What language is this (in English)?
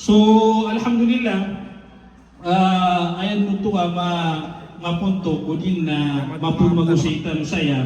Maranao